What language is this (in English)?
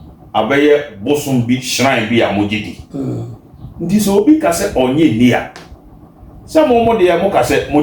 Akan